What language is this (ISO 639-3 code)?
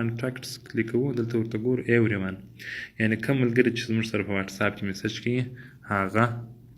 pus